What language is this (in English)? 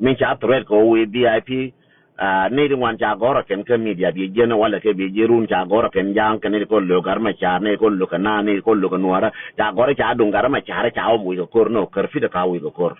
Nuer